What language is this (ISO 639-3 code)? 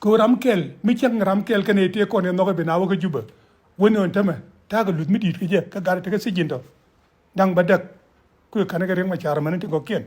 nus